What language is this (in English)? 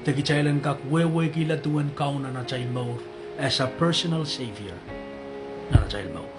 Pohnpeian